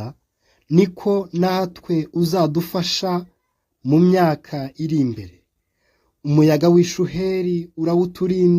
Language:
Kinyarwanda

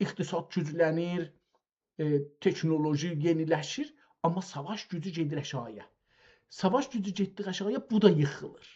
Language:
South Azerbaijani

